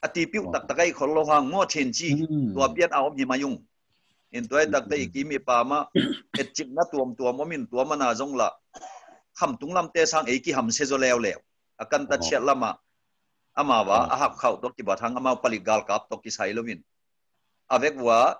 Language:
Tedim Chin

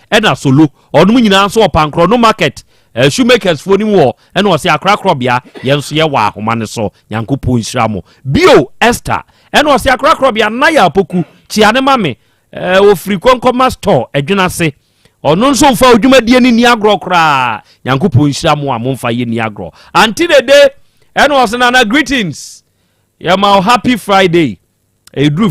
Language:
Akan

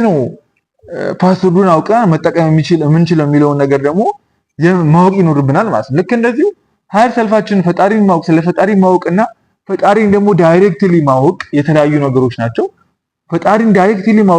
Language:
Amharic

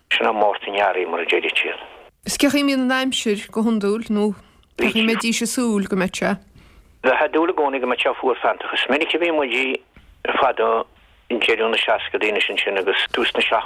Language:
Irish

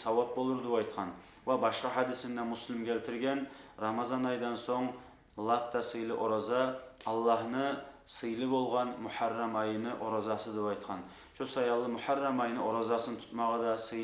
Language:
Kumyk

